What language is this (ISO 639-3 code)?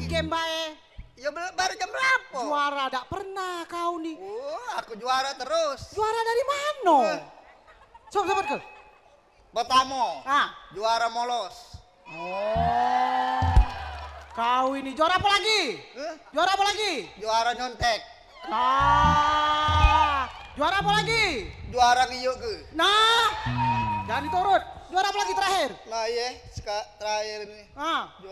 mui